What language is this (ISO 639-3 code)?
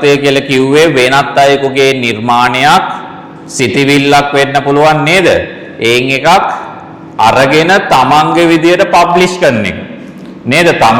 sin